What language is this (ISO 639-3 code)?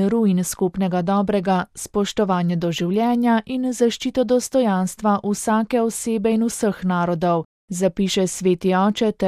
slv